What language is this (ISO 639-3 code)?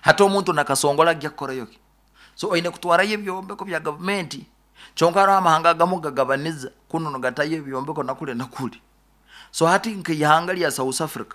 nyo